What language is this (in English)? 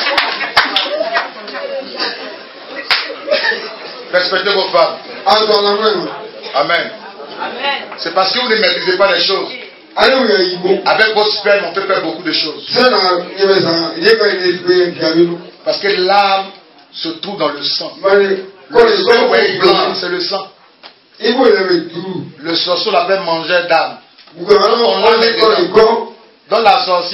French